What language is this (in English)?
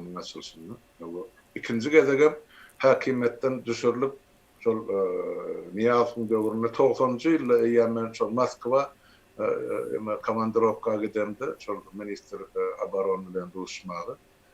Turkmen